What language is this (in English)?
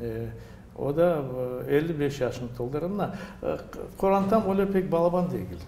Crimean Tatar